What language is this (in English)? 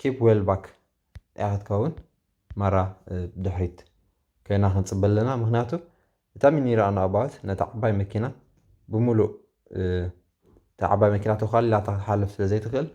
Tigrinya